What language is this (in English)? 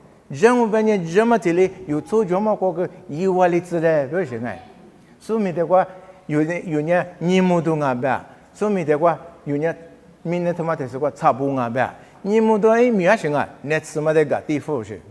Lisu